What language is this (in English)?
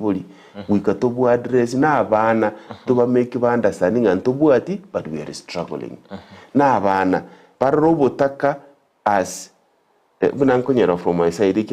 Gusii